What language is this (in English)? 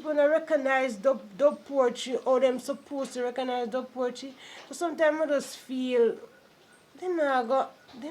Jamaican Creole English